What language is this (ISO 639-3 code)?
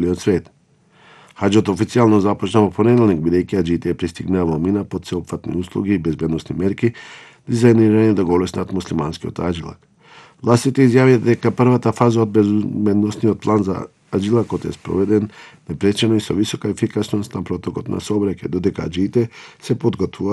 mkd